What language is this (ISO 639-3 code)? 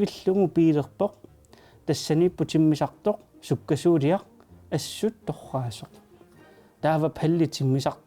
kal